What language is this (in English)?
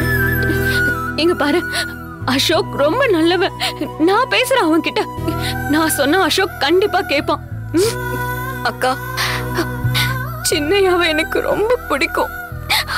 Tamil